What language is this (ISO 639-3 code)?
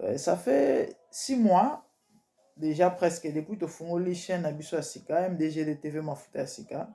lin